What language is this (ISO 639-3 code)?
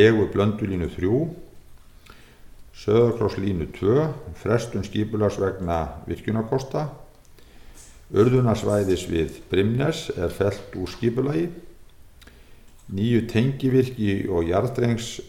isl